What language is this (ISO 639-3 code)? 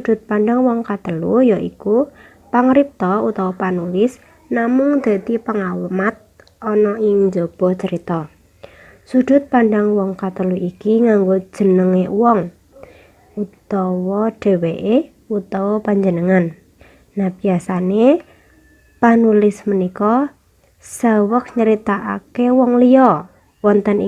jav